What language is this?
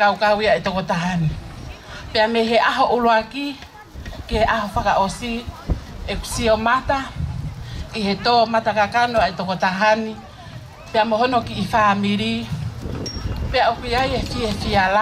Tongan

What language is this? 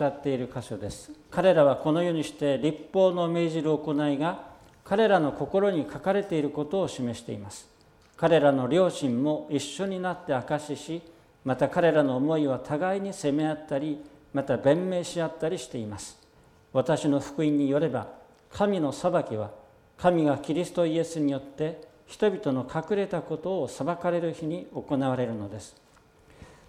Japanese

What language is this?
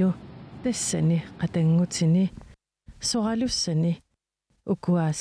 Kalaallisut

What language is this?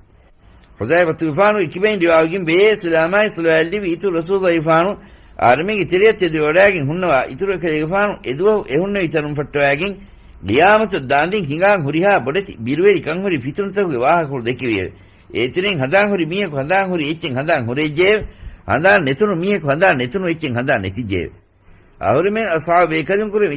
Divehi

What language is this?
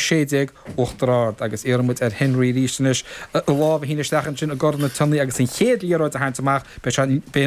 Irish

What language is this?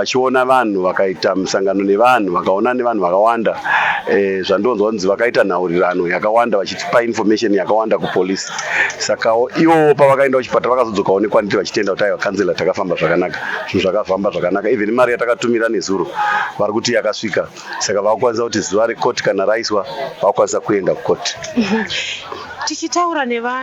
Shona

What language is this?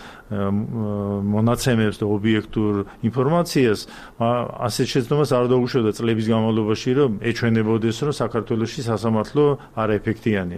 Georgian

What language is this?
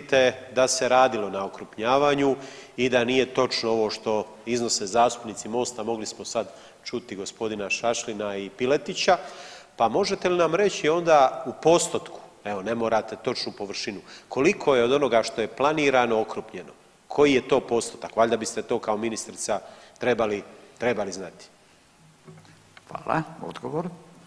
Croatian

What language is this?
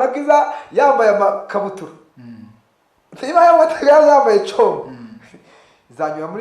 Kinyarwanda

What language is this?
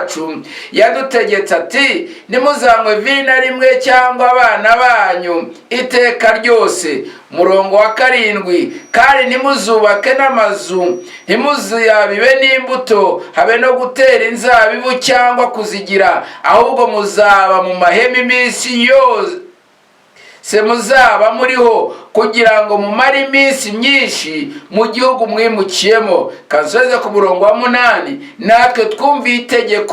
Kinyarwanda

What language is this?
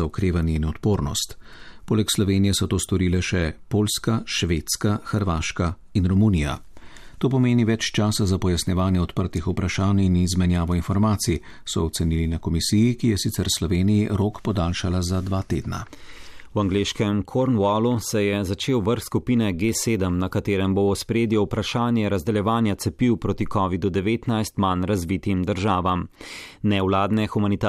Slovenian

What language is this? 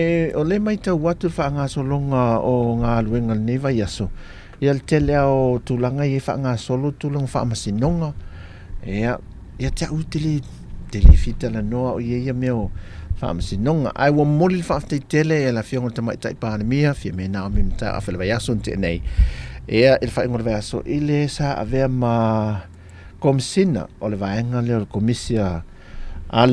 Samoan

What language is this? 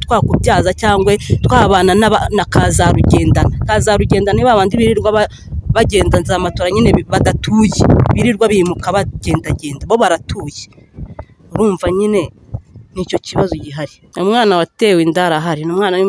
Kinyarwanda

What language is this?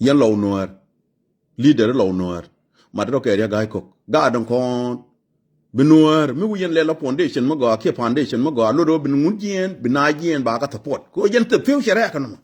Nuer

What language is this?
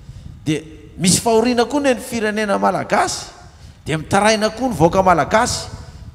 Malagasy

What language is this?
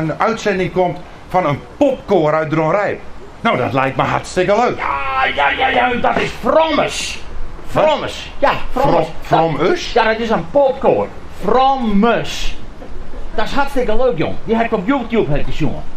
Western Frisian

